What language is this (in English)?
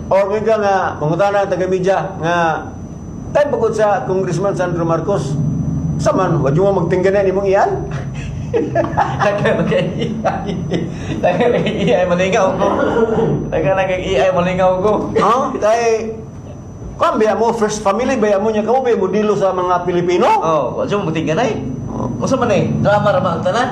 Cebuano